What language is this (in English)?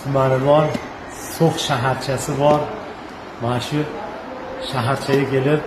Uzbek